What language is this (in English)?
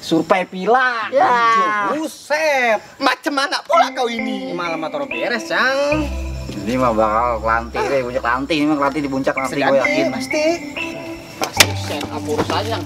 Betawi